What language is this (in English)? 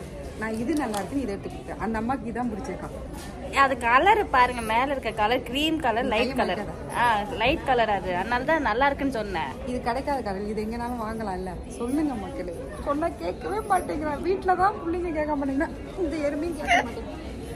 Tamil